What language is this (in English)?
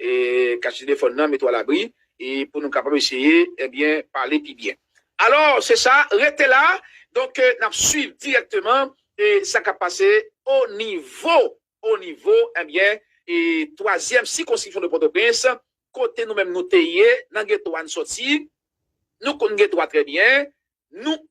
Haitian Creole